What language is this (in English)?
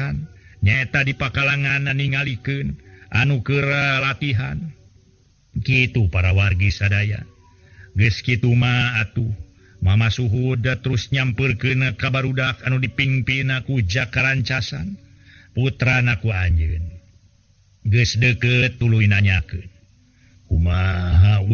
Sundanese